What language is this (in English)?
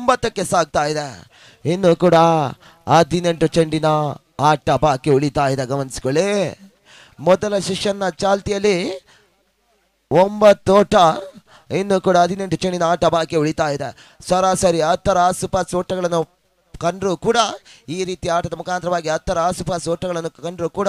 Kannada